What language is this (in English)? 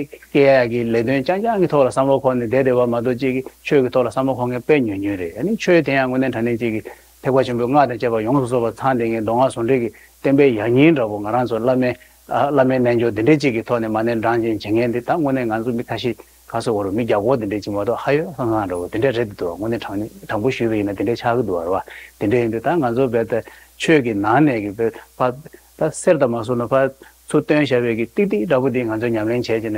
Tibetan